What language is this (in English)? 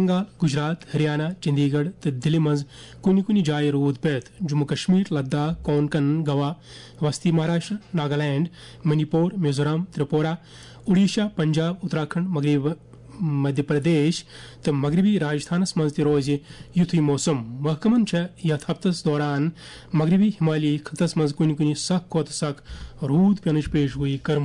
Kashmiri